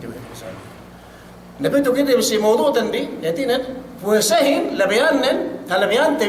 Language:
Yakan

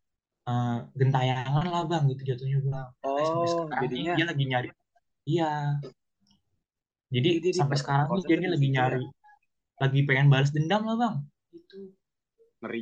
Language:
Indonesian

